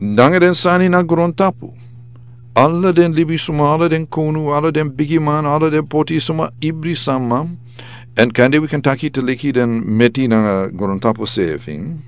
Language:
Sranan Tongo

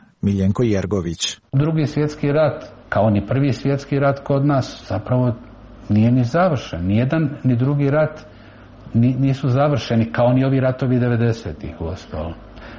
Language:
Serbian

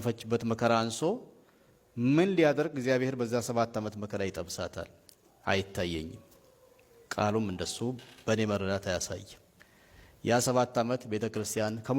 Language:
Amharic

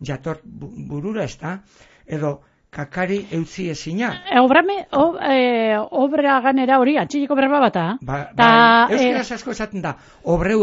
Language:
Basque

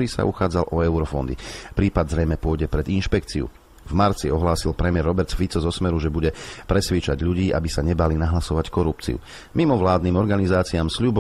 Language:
Slovak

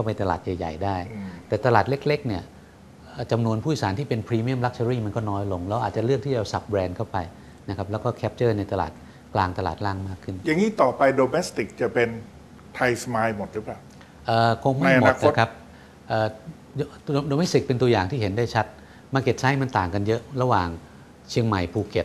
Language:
Thai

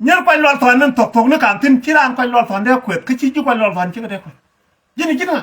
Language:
Nuer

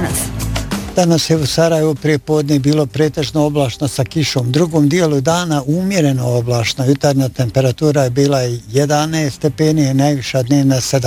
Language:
Bosnian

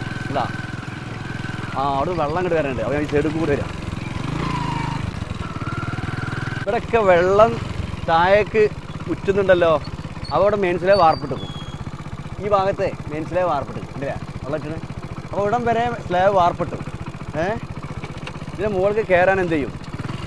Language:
Malayalam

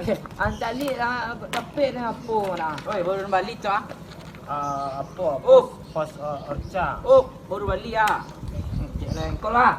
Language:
Minangkabau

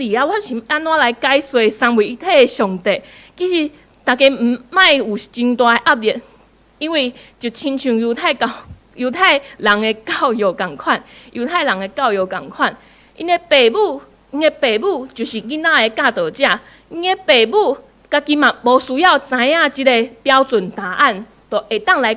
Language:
Min Nan Chinese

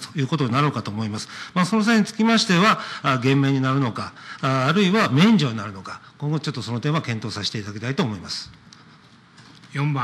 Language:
Japanese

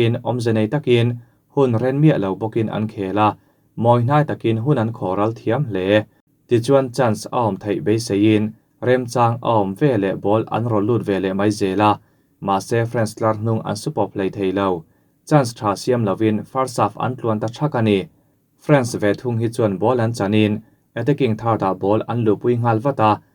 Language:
Mizo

